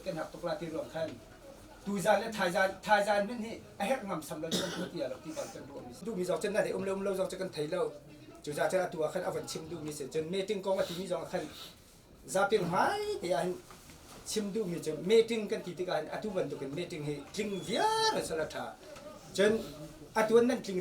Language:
Hakha Chin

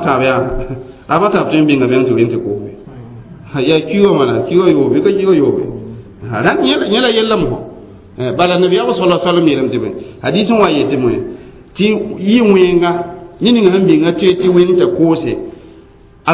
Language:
Mossi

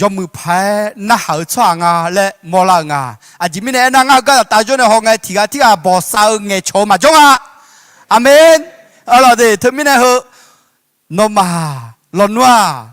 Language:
Akha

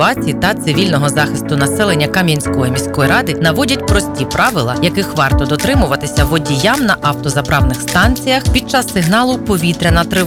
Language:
Ukrainian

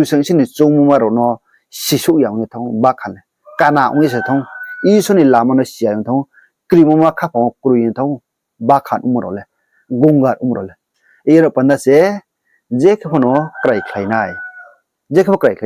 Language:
Riang (India)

